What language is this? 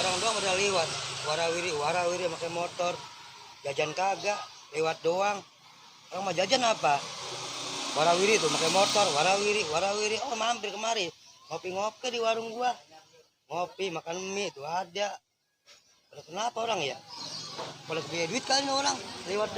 Betawi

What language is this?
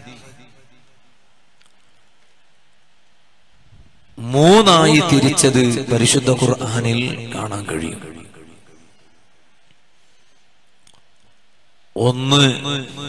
Malayalam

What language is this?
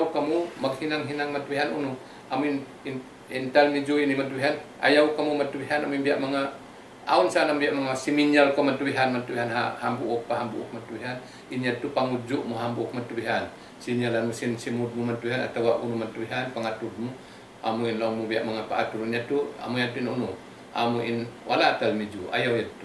Tausug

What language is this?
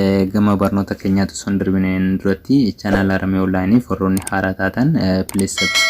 Oromo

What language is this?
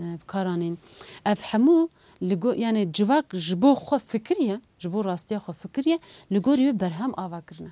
Kurdish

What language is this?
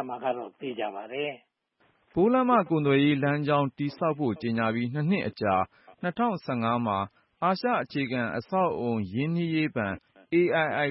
Burmese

